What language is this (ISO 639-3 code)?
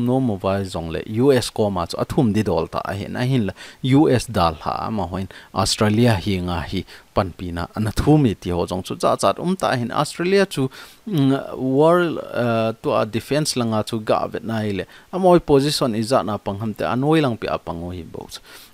tcz